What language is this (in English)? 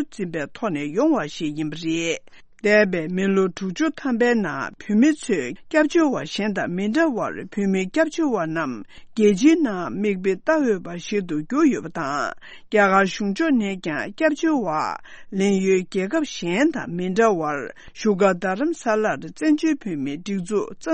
Tibetan